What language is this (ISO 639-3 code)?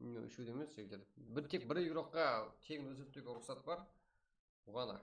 kaa